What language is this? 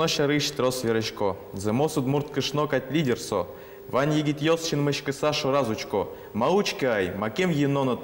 Udmurt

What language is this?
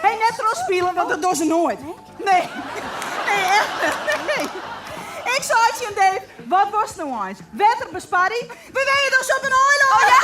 Western Frisian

